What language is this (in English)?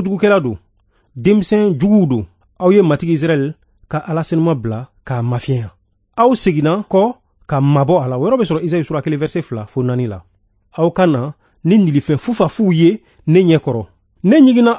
Bambara